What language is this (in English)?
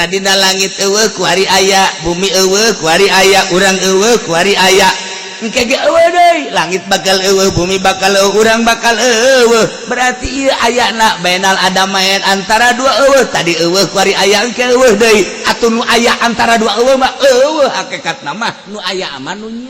Sundanese